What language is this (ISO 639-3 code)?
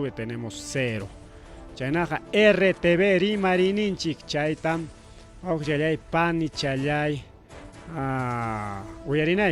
quy